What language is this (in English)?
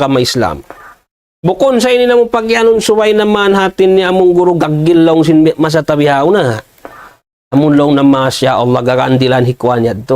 Tausug